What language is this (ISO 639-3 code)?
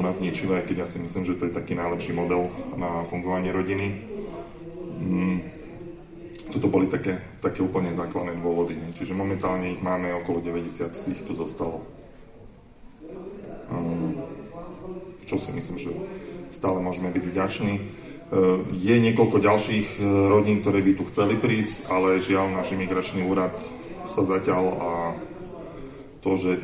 slk